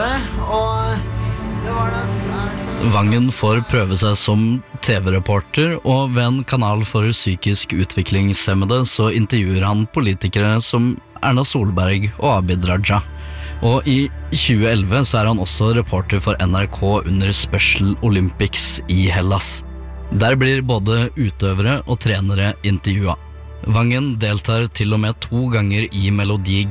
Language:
Norwegian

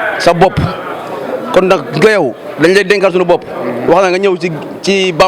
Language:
Wolof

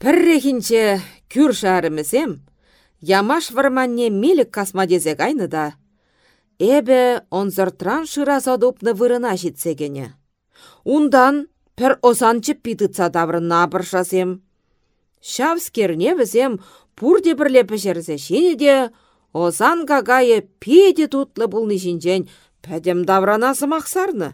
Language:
Chuvash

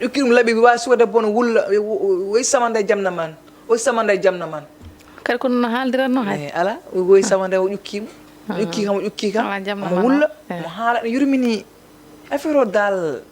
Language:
Fula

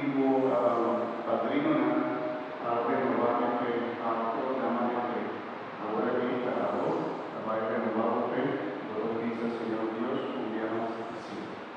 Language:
Papiamento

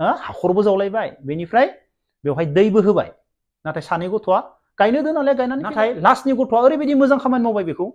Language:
Bodo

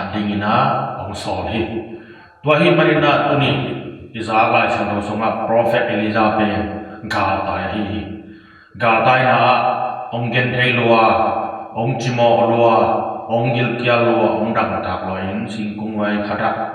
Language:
Tedim Chin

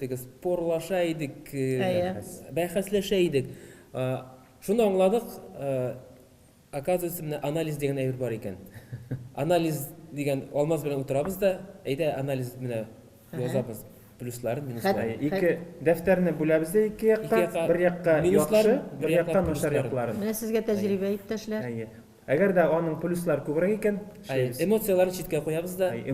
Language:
Tatar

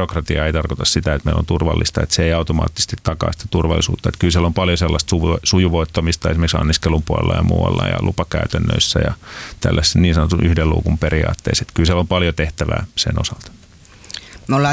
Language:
Finnish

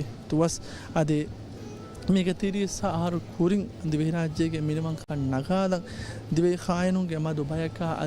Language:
Divehi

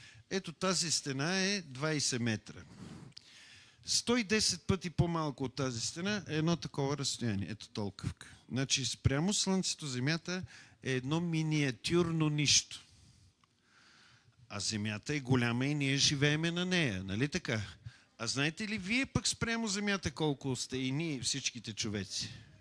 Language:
Bulgarian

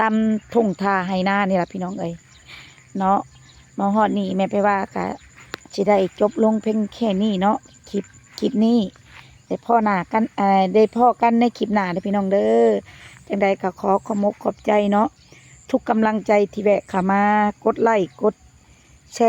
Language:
Lao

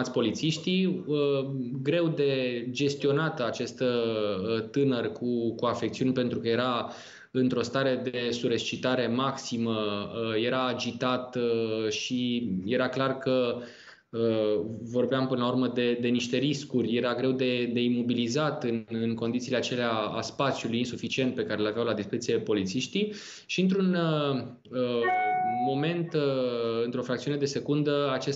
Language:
Romanian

